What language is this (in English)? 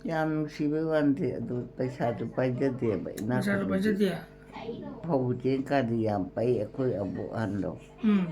Manipuri